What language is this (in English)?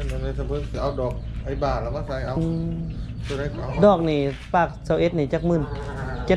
Lao